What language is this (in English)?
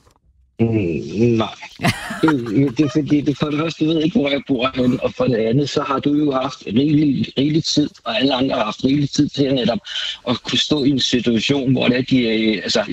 Danish